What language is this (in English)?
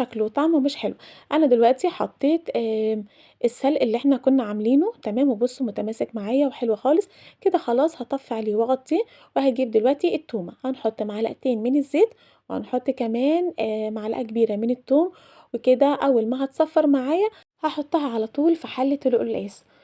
Egyptian Arabic